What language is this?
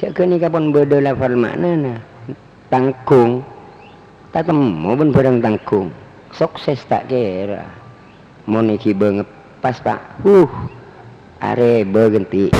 Madurese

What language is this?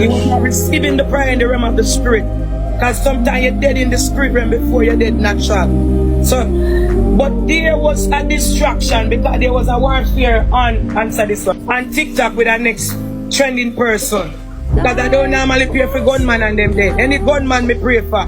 Jamaican Creole English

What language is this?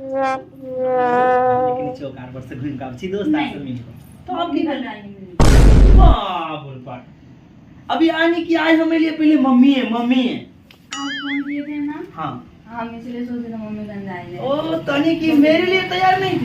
Maithili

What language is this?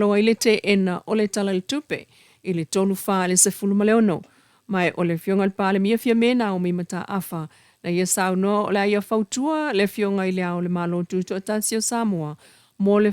Samoan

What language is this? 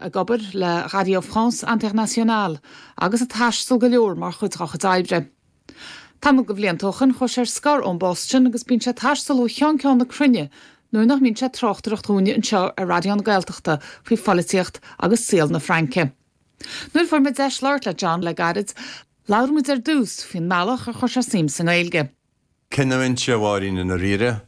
Irish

